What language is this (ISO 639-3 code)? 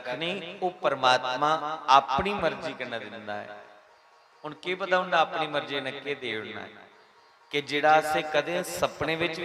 doi